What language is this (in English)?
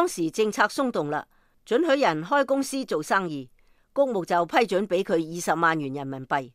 Cantonese